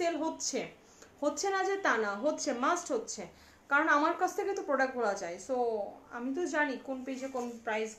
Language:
Bangla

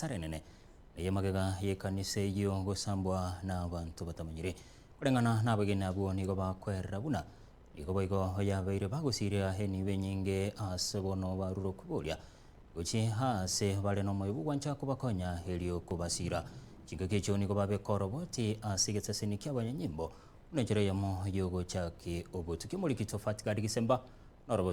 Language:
Gusii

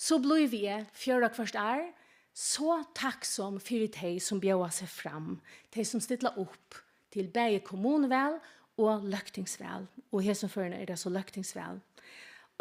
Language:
Faroese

